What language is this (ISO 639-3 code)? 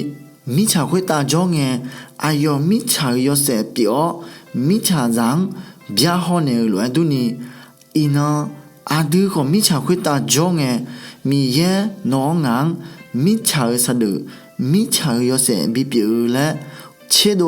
ahk